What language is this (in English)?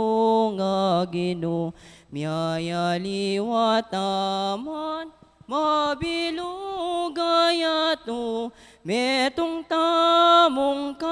Pampanga